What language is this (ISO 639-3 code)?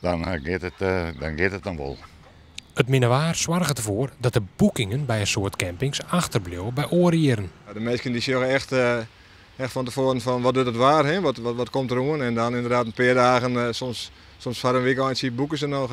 fry